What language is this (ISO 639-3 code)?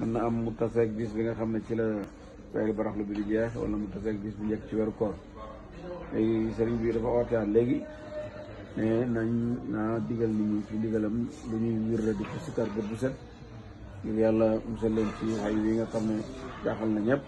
wol